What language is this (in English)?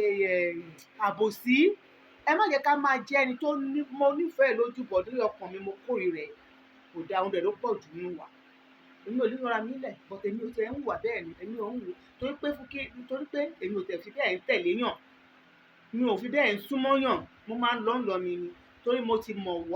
Yoruba